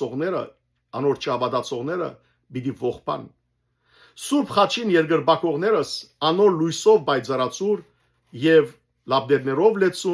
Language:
Western Armenian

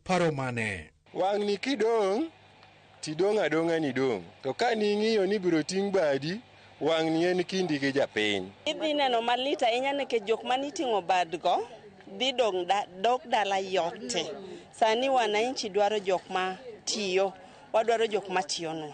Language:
Luo (Kenya and Tanzania)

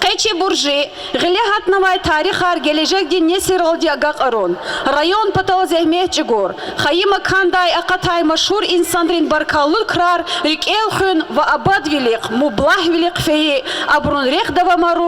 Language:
Lezghian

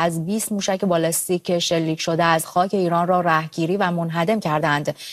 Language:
Persian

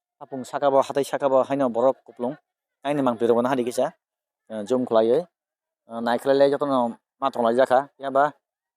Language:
Kok Borok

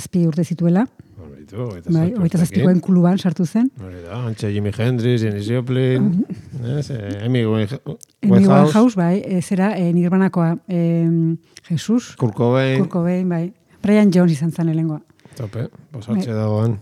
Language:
Basque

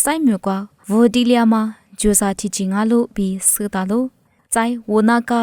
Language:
Lisu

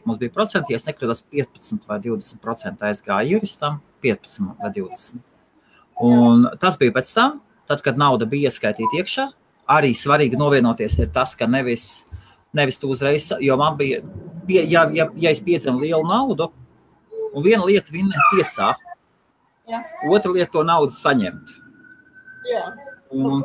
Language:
Latvian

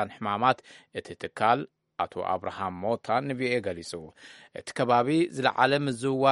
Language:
Tigrinya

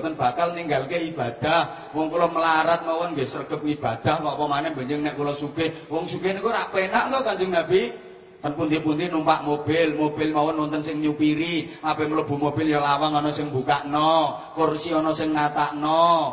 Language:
Javanese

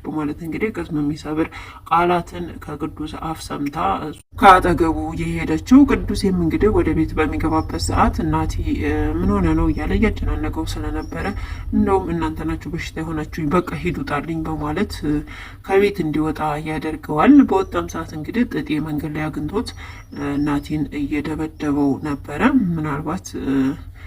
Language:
Amharic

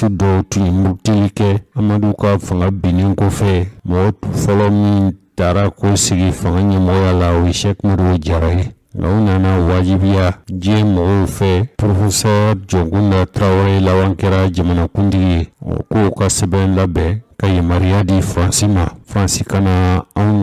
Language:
Bambara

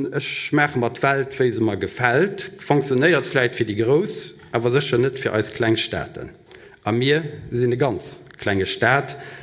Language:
Luxembourgish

